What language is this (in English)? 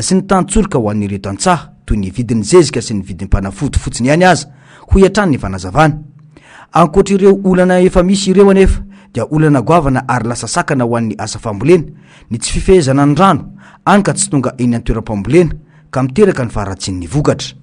Malagasy